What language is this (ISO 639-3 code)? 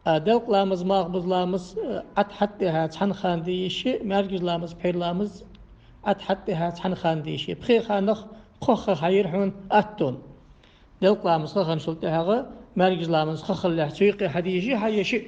inh